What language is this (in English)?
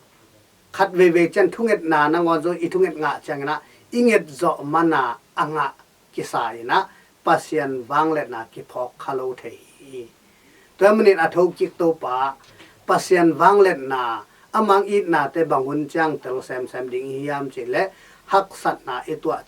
Tedim Chin